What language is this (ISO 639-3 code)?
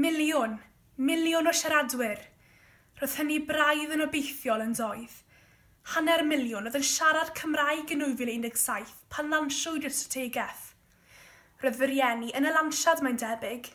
cym